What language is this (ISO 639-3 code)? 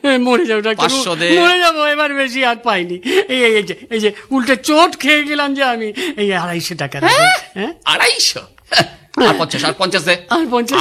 ben